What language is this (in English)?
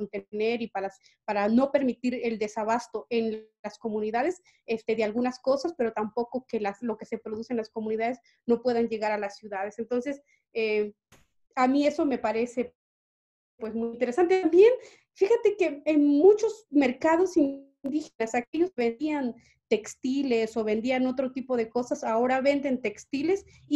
Spanish